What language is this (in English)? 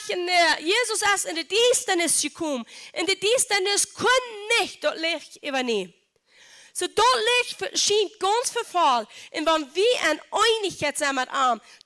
Plautdietsch